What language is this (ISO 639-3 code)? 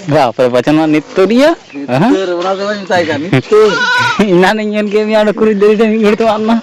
sat